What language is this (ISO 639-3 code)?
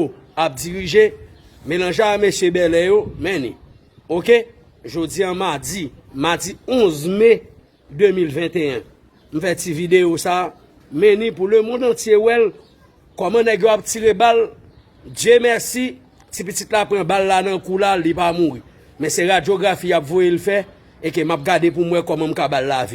hat